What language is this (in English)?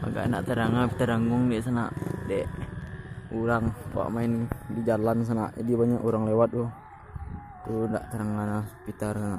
Minangkabau